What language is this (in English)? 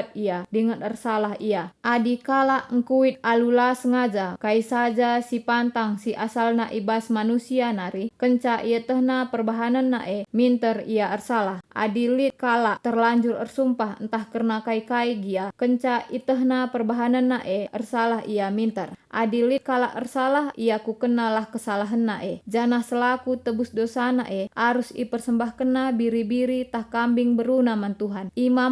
Batak Karo